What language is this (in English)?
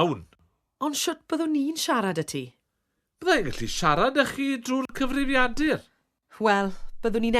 Welsh